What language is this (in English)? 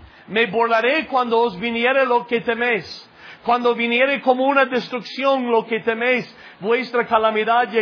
Spanish